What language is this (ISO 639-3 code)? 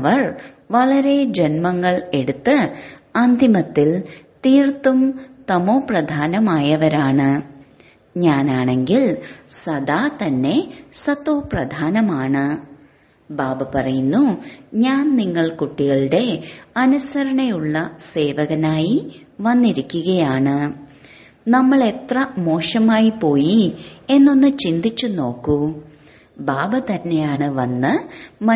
mal